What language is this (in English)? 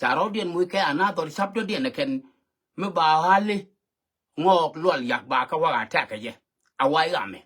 Nuer